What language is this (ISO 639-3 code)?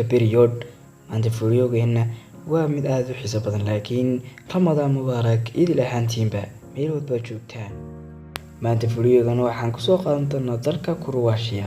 som